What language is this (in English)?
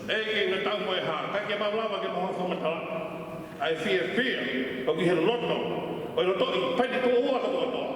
Tongan